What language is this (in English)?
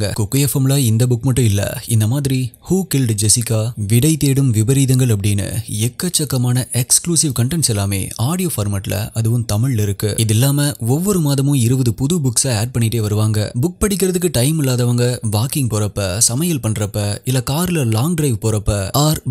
Tamil